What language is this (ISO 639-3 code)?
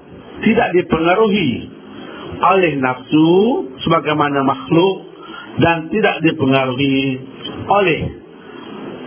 msa